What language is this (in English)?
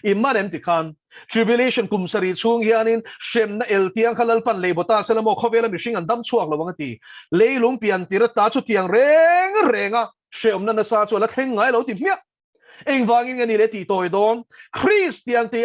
Mizo